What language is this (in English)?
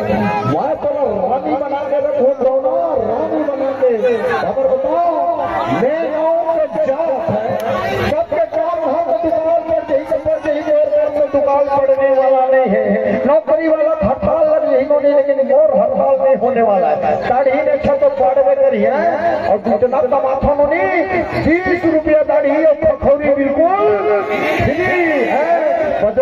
Chhattisgarhi